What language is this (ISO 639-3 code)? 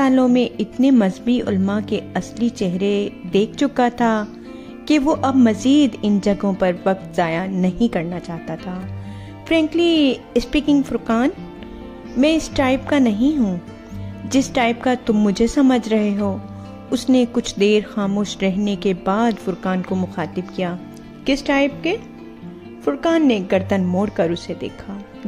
urd